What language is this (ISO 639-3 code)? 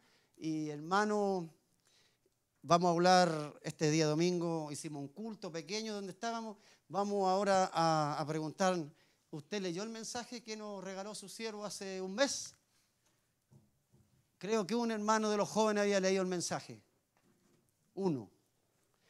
spa